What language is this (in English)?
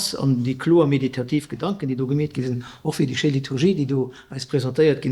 Luxembourgish